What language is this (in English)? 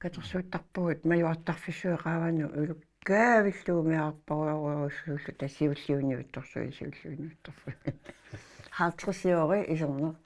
Kalaallisut